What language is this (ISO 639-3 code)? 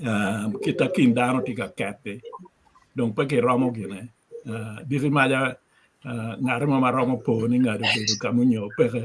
ach